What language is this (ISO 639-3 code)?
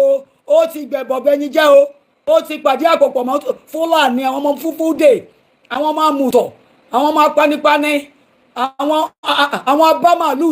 yor